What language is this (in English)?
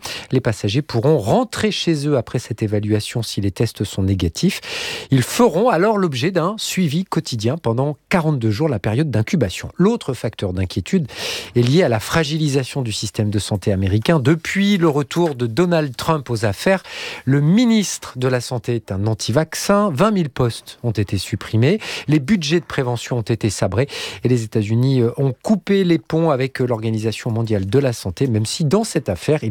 French